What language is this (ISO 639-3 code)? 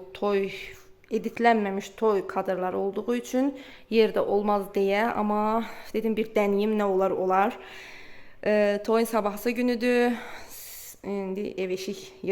aze